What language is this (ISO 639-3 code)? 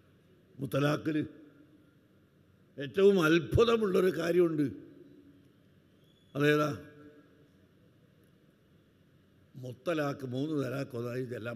mal